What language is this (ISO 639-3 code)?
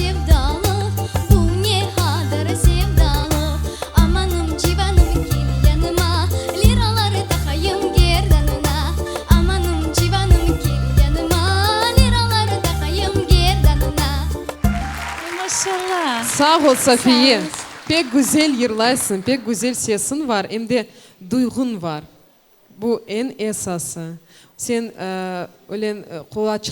crh